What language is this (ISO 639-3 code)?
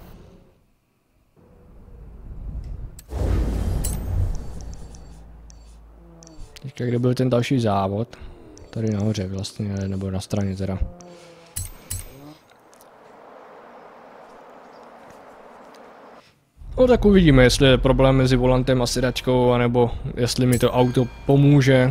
ces